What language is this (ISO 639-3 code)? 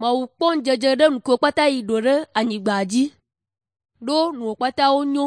ewe